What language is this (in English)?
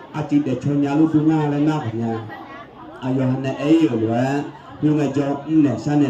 Akha